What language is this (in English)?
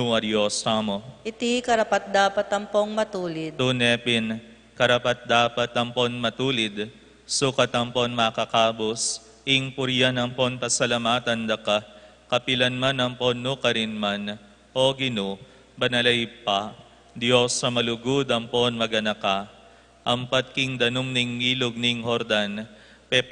Pampanga